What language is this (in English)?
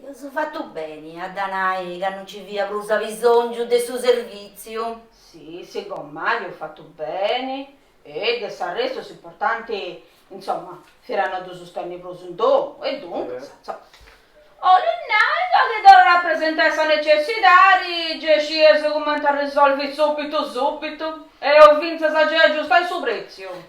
Sardinian